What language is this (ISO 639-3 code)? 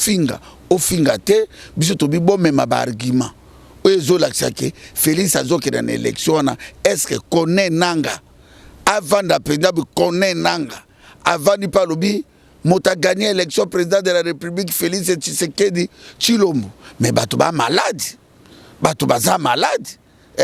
lin